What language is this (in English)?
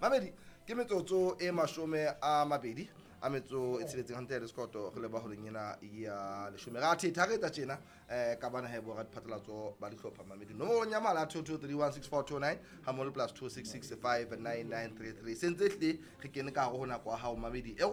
Southern Sotho